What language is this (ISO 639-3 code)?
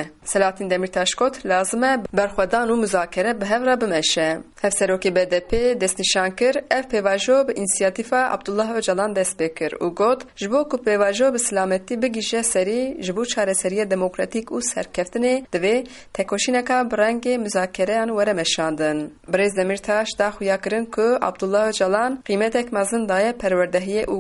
kur